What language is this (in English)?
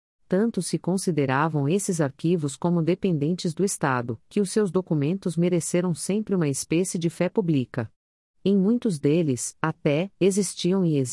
Portuguese